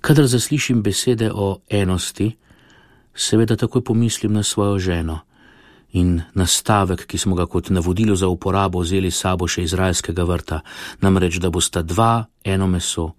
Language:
Slovenian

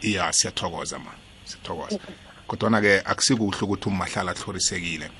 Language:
South Ndebele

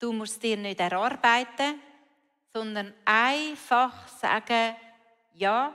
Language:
Swiss German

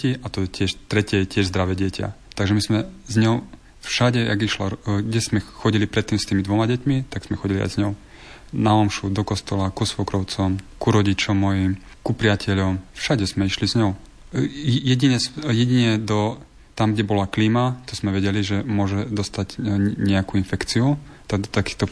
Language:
Slovak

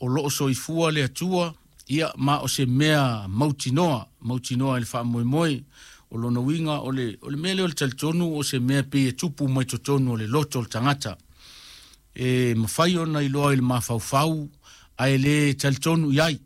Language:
Samoan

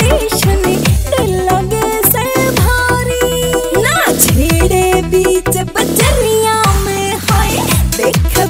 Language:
Bhojpuri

